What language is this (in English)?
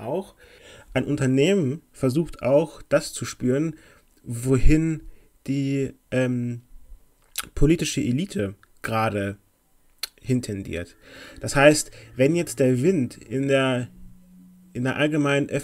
German